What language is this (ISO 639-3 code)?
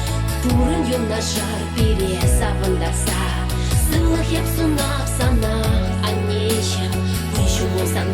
chv